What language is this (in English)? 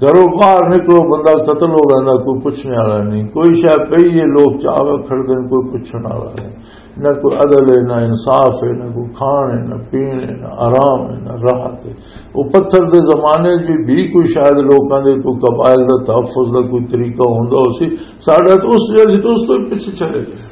Western Panjabi